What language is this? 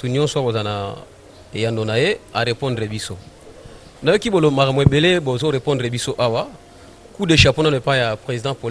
Lingala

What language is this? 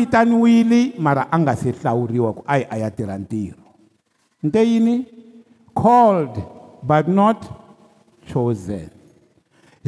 Tsonga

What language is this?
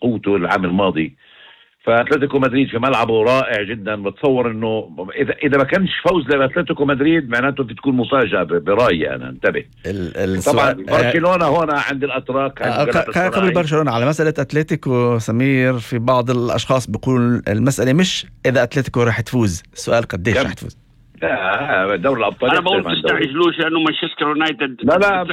North Levantine Arabic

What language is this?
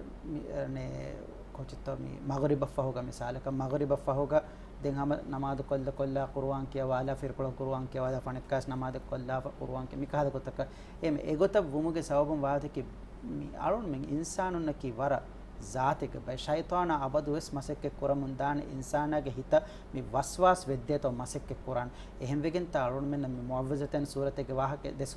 Divehi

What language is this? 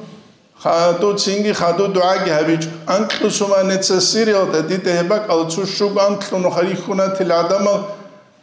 Avaric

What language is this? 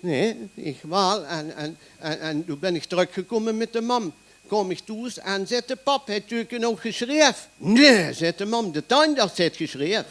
Limburgish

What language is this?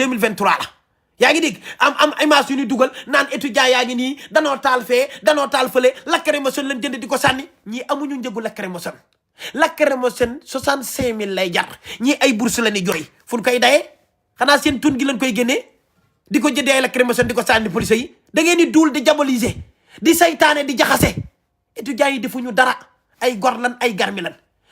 Wolof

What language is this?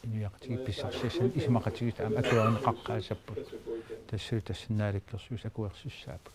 Kalaallisut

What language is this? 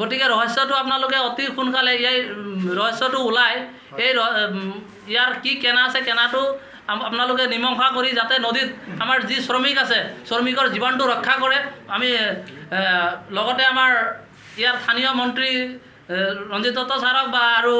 Assamese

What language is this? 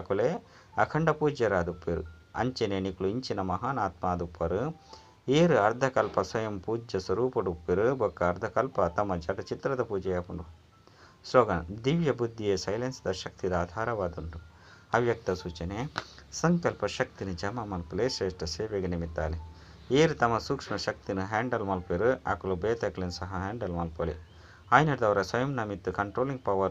Tulu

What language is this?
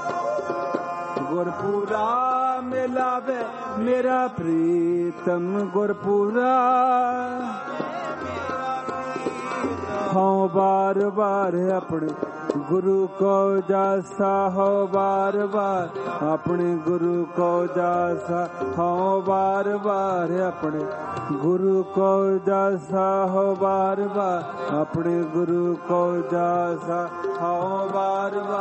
Hindi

